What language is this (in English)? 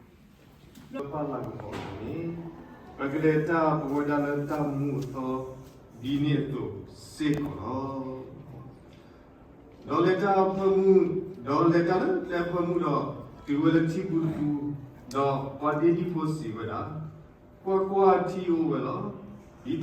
S'gaw Karen